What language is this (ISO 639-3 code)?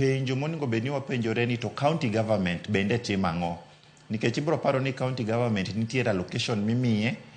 luo